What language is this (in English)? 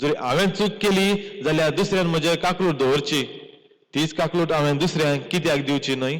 Konkani